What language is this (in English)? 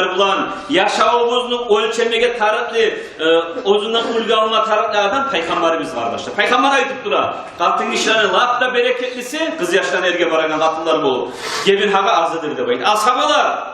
Kumyk